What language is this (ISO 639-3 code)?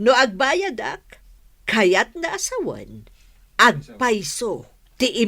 ilo